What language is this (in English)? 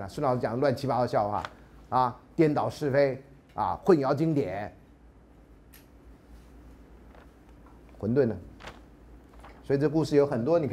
Chinese